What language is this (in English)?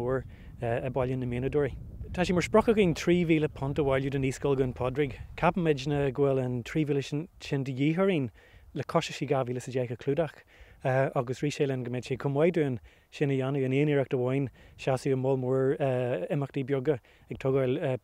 Irish